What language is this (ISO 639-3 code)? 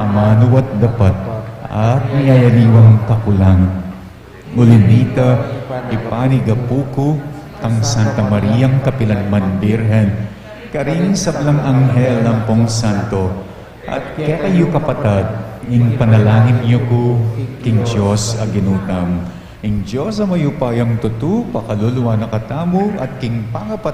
pam